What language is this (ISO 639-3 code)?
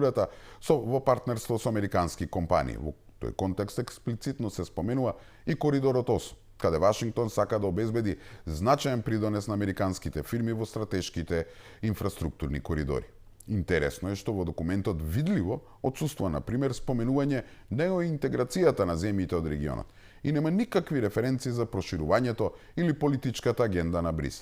mkd